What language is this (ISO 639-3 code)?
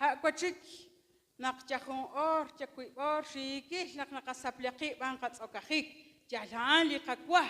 kek